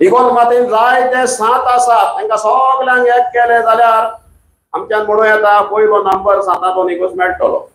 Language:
Konkani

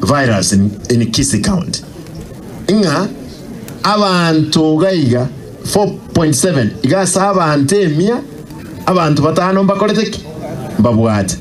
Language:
Gusii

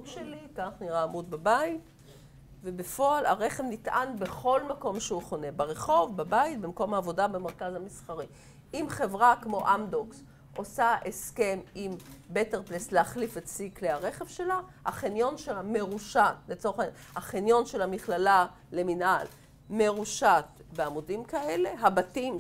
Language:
Hebrew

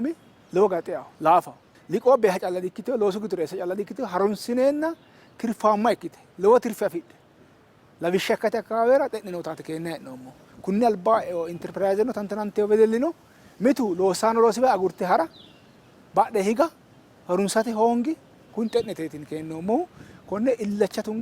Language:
Sidamo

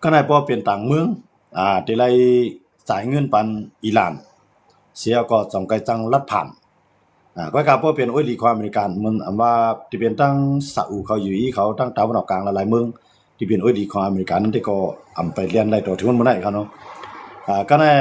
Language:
Shan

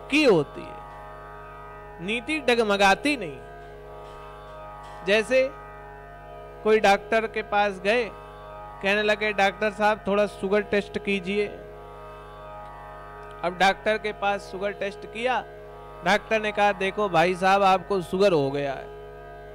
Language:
Hindi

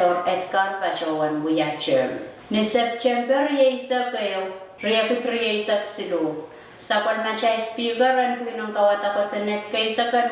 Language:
Pohnpeian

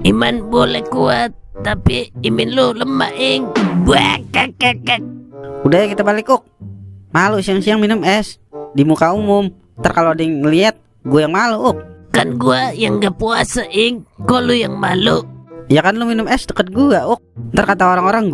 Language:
Betawi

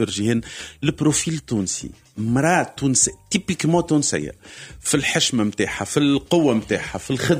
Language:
Tunisian Arabic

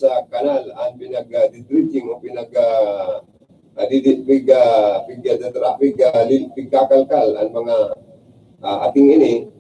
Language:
Bikol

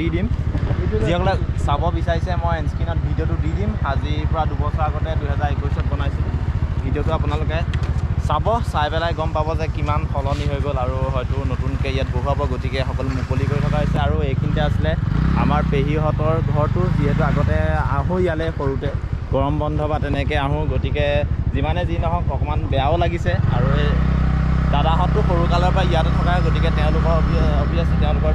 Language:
Assamese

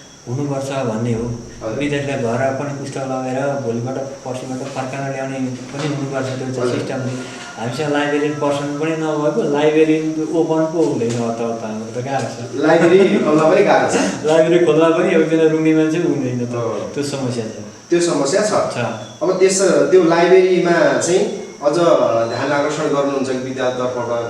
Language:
Nepali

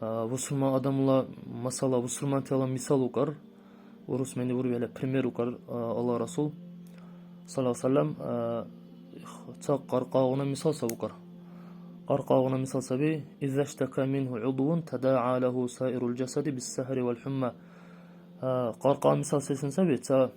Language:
Dargwa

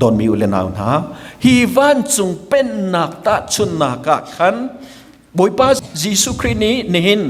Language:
Hakha Chin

